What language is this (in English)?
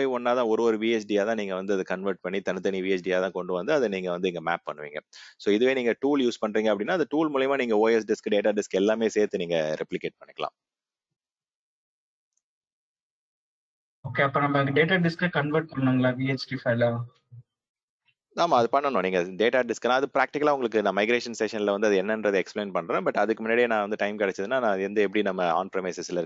Tamil